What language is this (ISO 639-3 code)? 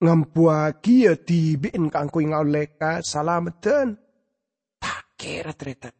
mad